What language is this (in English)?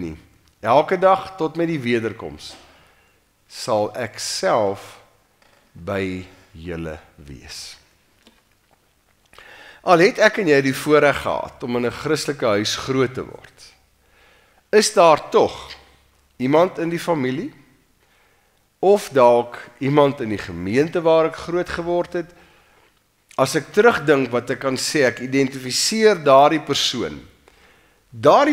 Afrikaans